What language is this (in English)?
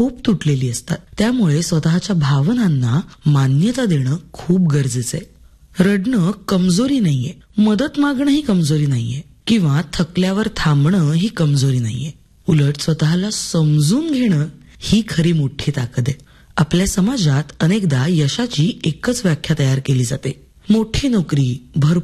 Marathi